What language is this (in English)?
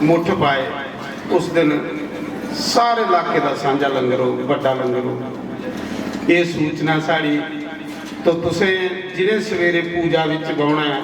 Dogri